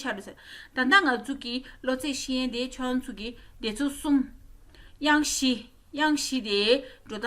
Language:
Tibetan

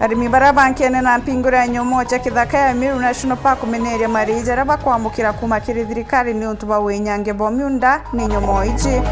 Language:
Meru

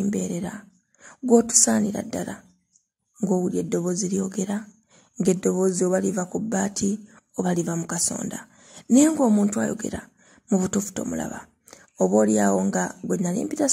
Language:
Ganda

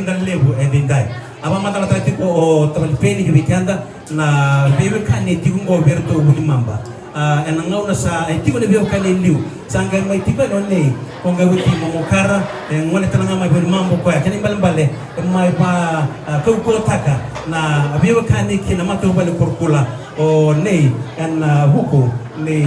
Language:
Fijian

